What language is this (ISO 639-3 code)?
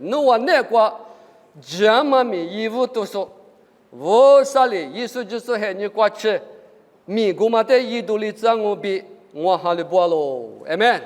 lis